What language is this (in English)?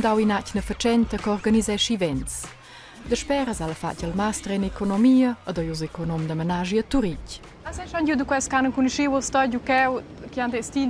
Romansh